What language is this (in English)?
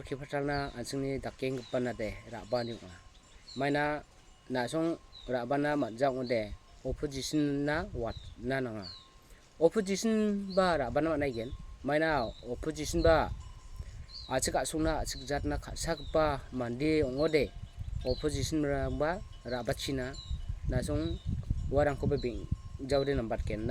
Garo